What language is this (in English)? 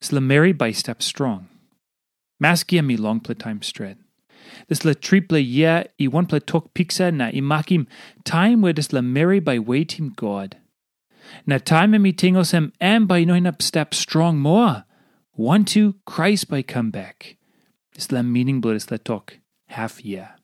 Tok Pisin